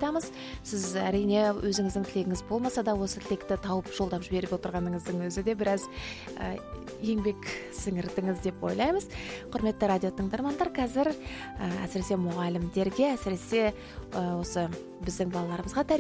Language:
Kazakh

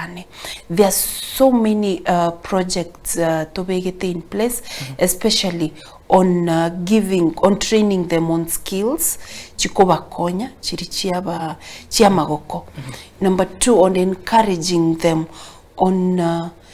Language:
Gusii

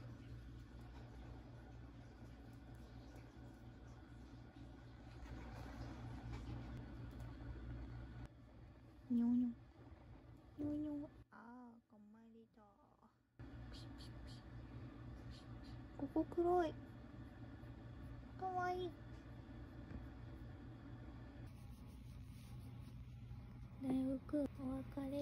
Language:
Japanese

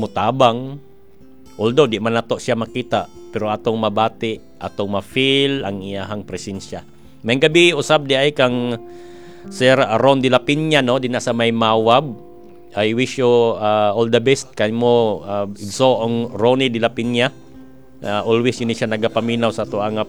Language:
Cebuano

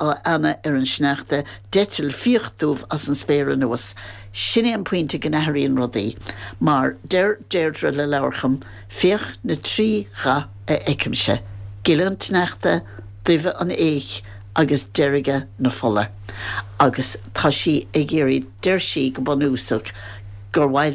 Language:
Irish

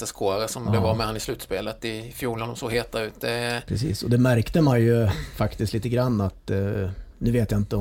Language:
Swedish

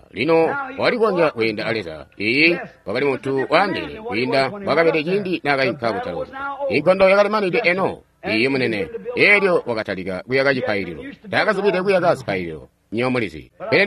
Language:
Tonga (Zambia)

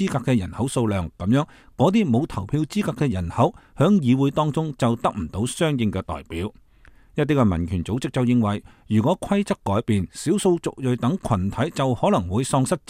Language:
Cantonese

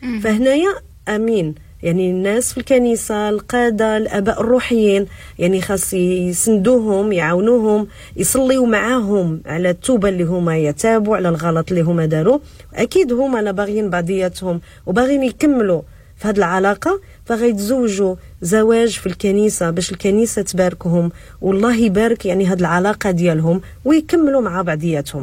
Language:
Moroccan Arabic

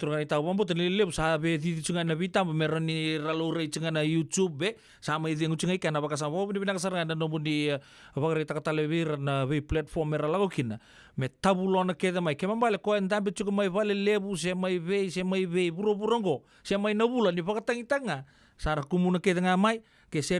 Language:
Fijian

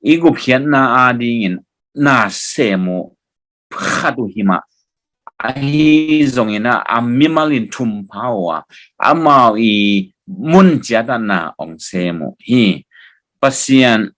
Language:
Tedim Chin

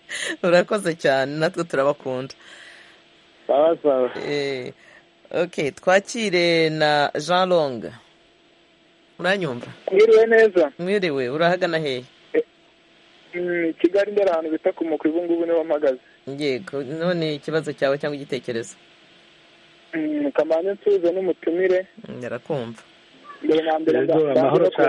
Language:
Kinyarwanda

